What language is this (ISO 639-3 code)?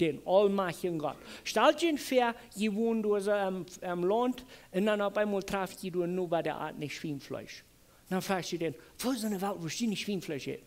pdt